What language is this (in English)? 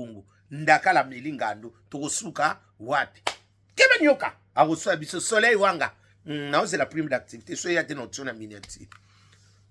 Lingala